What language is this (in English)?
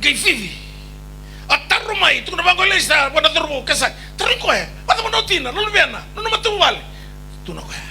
Fijian